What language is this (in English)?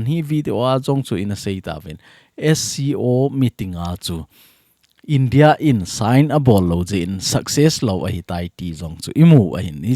Thado Chin